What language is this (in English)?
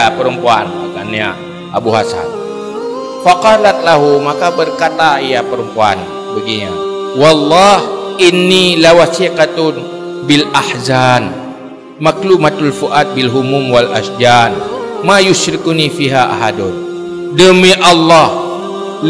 Achinese